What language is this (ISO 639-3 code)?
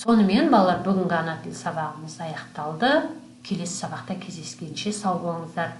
kaz